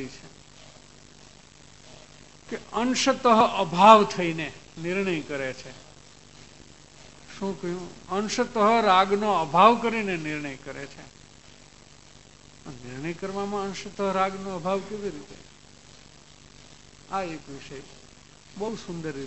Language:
Gujarati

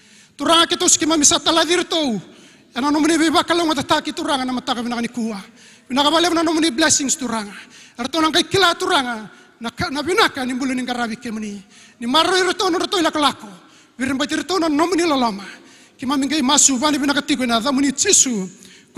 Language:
Fijian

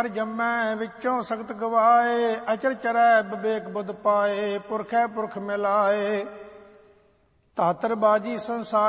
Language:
Punjabi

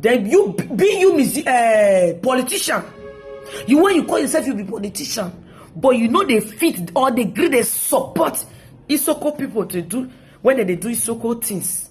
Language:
Nigerian Pidgin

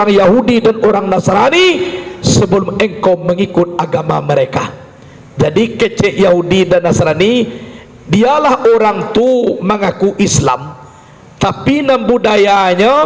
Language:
Minangkabau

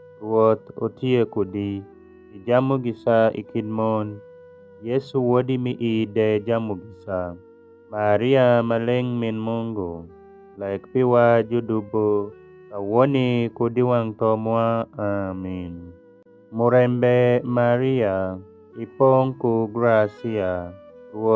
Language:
Alur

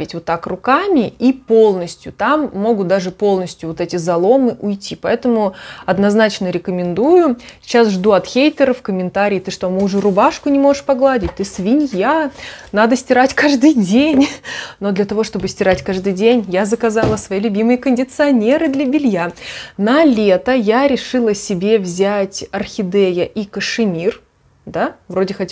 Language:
Russian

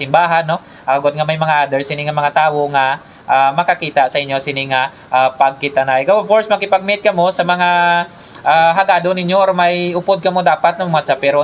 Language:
Hiligaynon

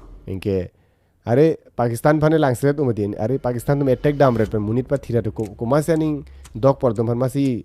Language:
Karbi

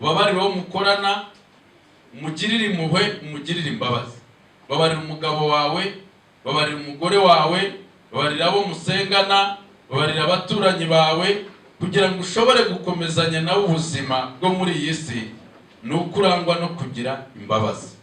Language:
Kinyarwanda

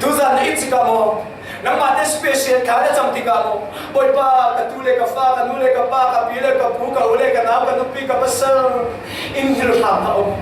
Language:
Falam Chin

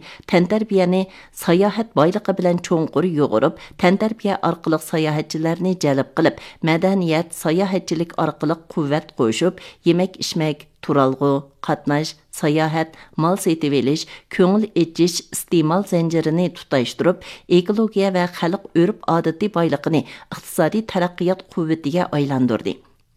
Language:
Uyghur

